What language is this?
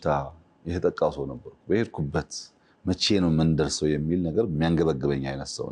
Amharic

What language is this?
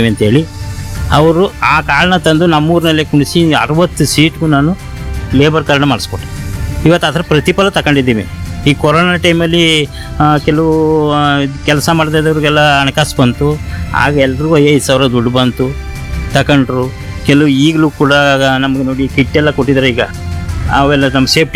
Kannada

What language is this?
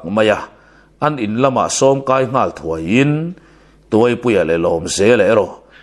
Mizo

